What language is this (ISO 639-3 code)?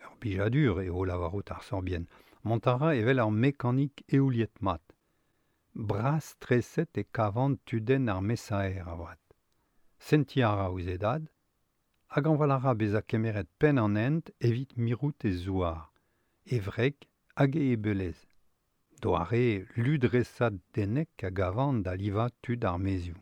bre